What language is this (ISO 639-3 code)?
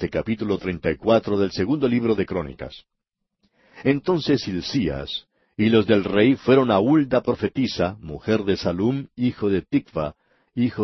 spa